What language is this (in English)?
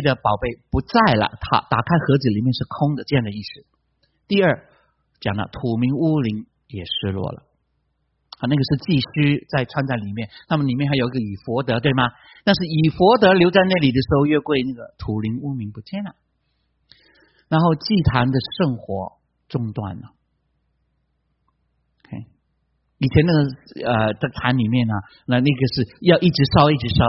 Chinese